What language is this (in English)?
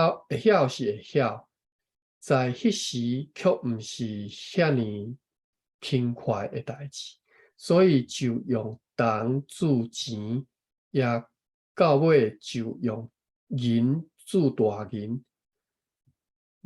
Min Nan Chinese